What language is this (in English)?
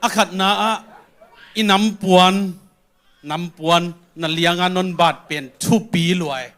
Tedim Chin